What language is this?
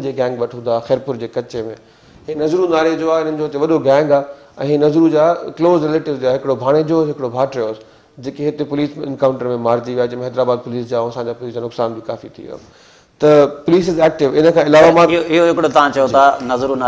Sindhi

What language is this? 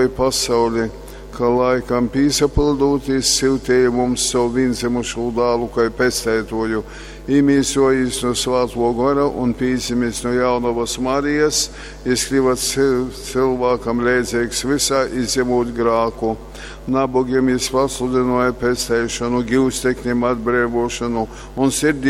Latgalian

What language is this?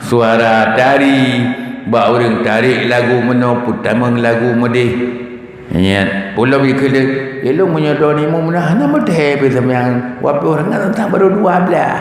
Achinese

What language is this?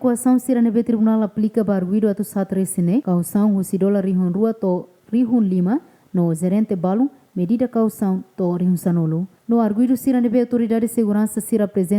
Tetum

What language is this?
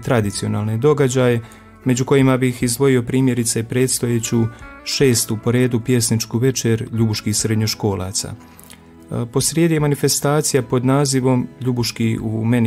Croatian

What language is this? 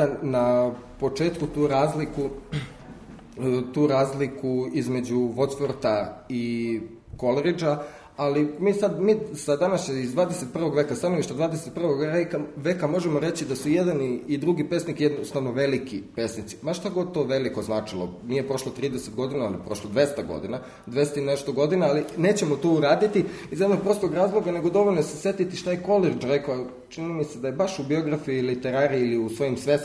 Serbian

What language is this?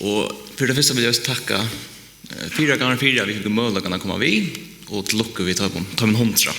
Faroese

